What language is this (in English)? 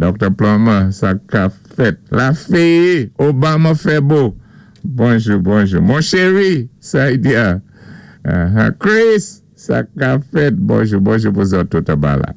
Saint Lucian Creole French